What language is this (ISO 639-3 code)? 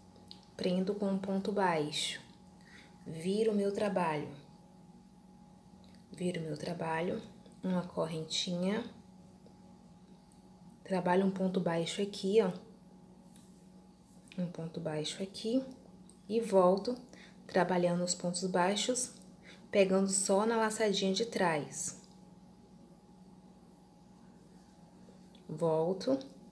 por